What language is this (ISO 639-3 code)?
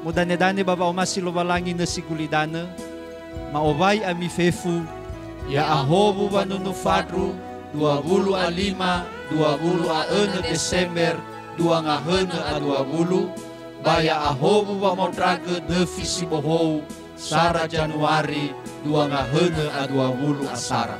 nia